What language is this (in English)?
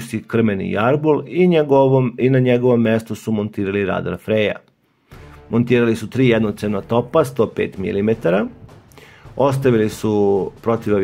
Serbian